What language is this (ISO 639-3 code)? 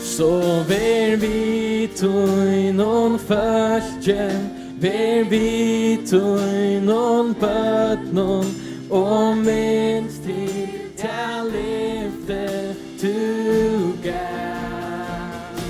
fao